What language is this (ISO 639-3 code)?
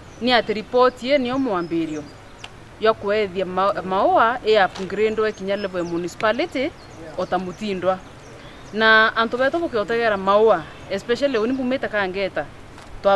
mer